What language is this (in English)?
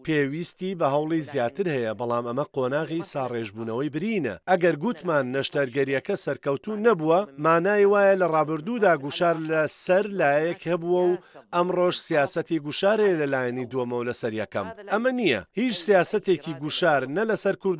Central Kurdish